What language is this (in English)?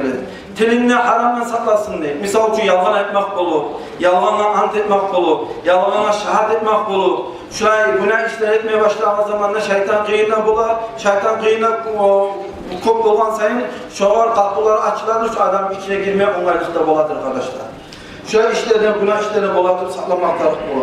Kumyk